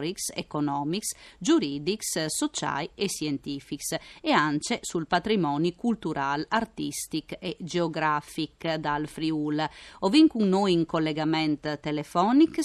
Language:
Friulian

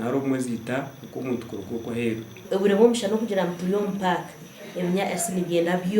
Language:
Nyankole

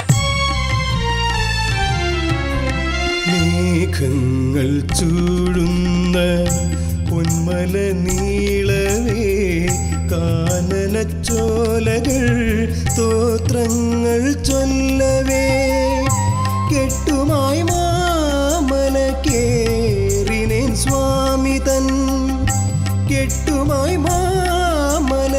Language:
Malayalam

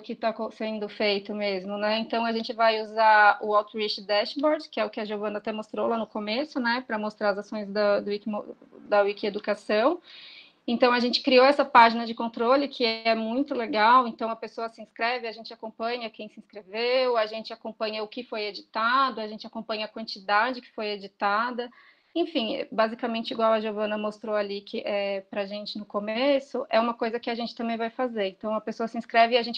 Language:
Portuguese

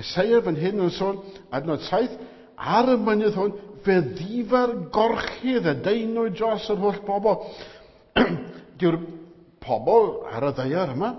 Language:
Welsh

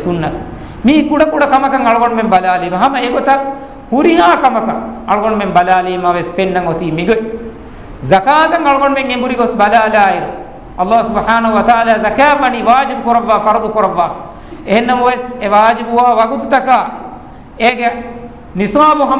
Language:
Divehi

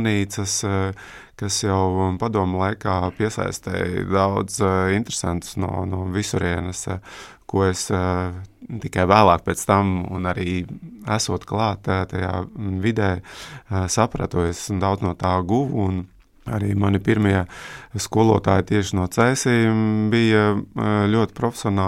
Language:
Latvian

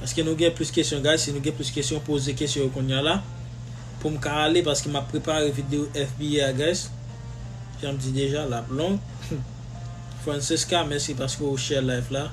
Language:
Haitian Creole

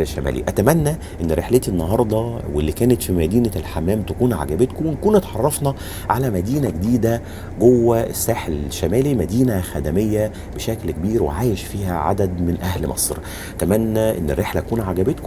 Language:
Egyptian Arabic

